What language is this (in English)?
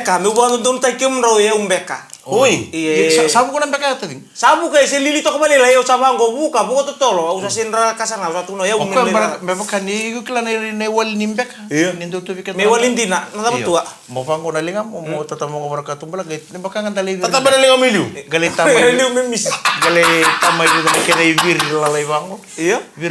Fijian